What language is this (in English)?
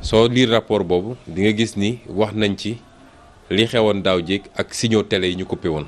Wolof